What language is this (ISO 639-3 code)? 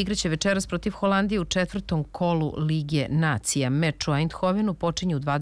srp